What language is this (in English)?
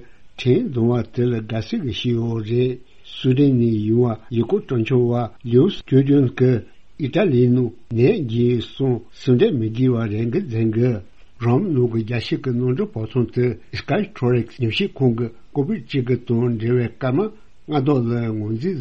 Tibetan